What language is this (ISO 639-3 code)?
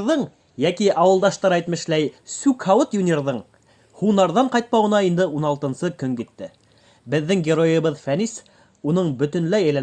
bak